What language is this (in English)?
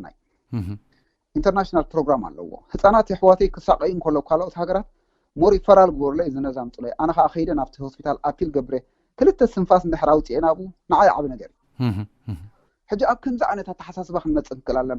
Tigrinya